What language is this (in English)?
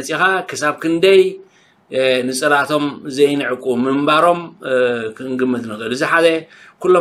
Tigrinya